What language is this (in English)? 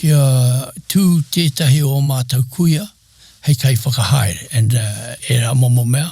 Māori